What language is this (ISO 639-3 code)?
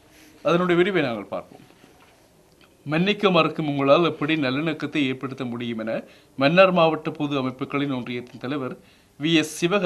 tam